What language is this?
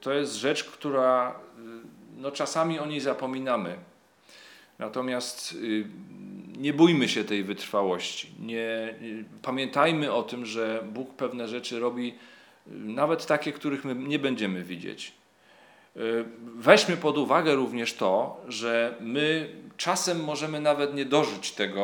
Polish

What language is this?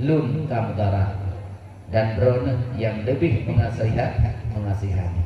Achinese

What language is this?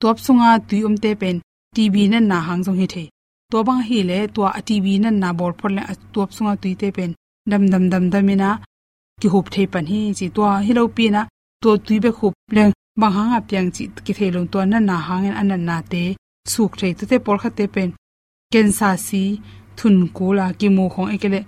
Tedim Chin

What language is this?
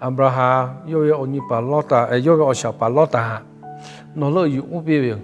Lahu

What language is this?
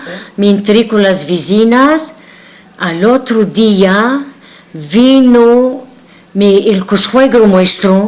Ladino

